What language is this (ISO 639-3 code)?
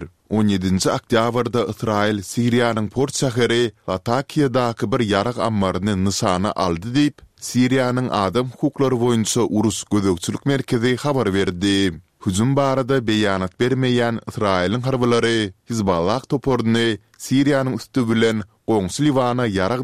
tuk